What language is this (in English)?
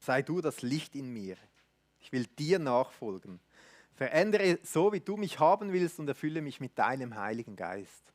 Swiss German